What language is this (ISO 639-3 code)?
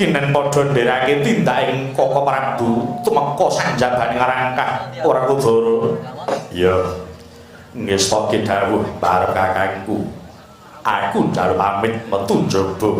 jav